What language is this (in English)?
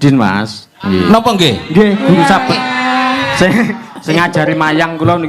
Javanese